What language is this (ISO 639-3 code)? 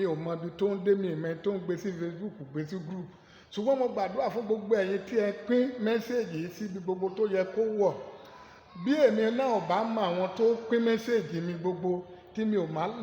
yor